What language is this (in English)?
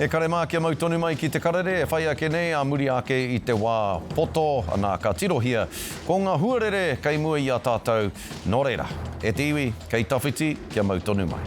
Māori